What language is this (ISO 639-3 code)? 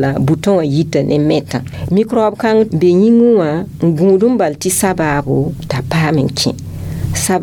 mos